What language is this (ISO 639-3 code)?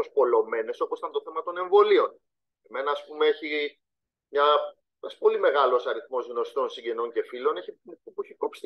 ell